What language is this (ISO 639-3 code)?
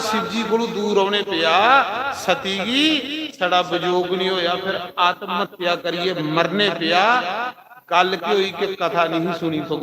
doi